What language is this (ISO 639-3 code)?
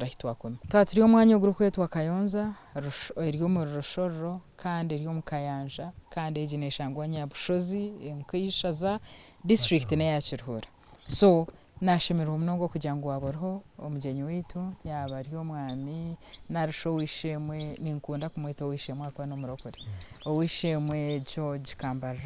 nyn